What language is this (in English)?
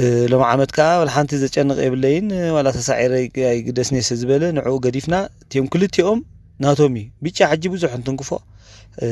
Tigrinya